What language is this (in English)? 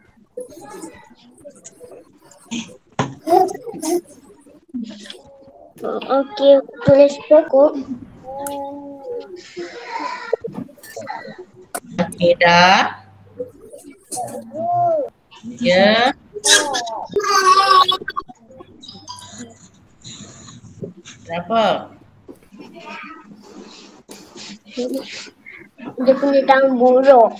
Malay